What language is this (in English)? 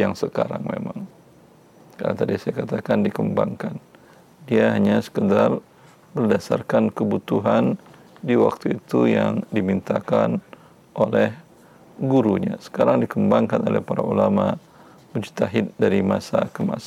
Indonesian